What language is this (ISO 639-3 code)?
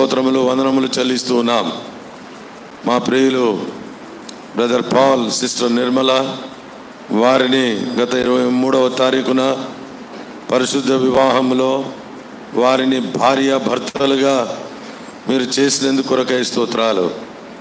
tel